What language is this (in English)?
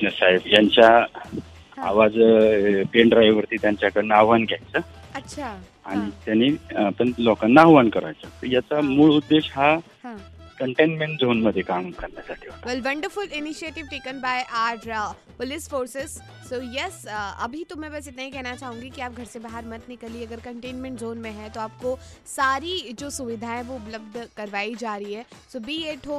Marathi